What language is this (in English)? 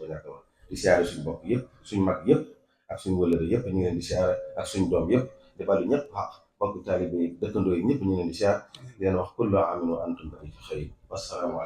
Wolof